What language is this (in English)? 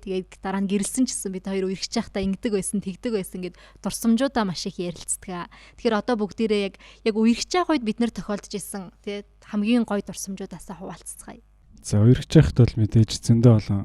Mongolian